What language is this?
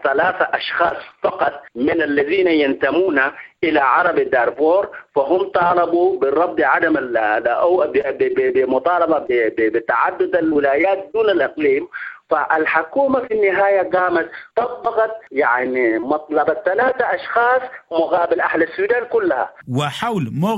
Sudanese Arabic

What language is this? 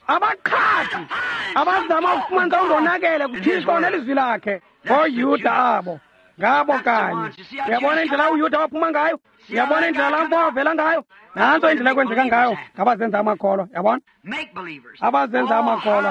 Xhosa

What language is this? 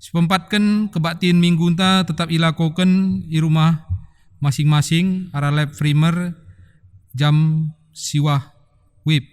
Batak Karo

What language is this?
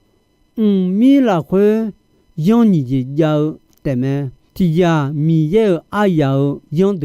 Akha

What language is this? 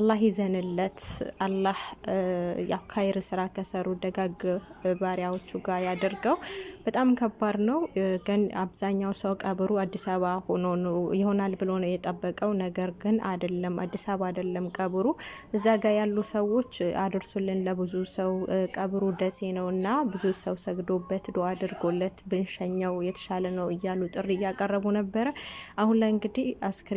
Amharic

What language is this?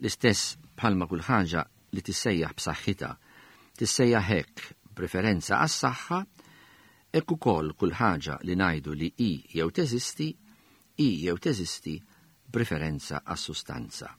Maltese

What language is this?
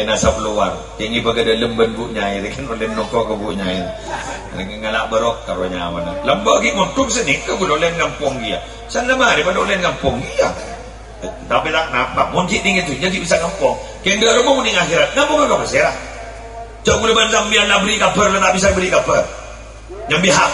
Madurese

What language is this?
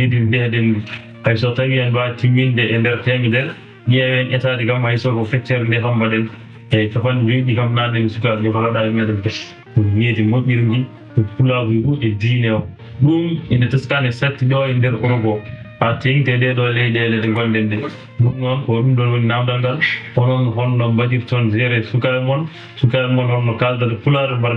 Fula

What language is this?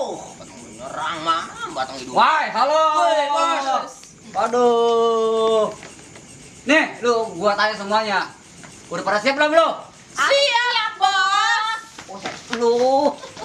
Betawi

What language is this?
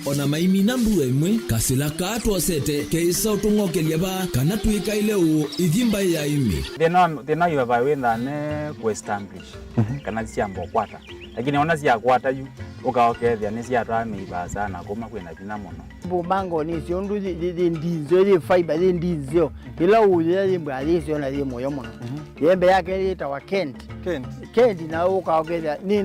Kamba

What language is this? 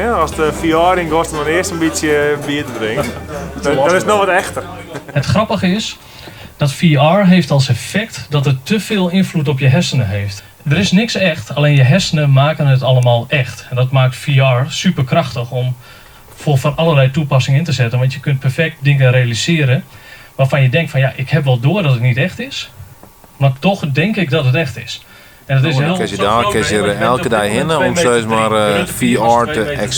Western Frisian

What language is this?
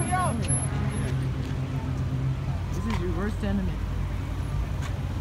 English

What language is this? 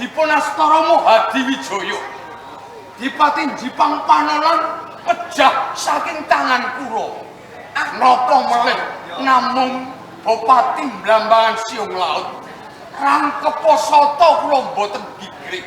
Javanese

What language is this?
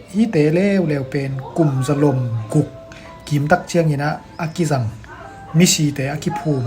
Tedim Chin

